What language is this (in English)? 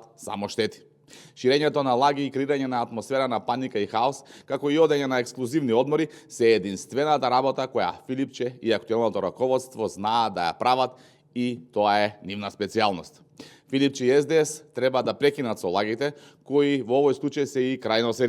Macedonian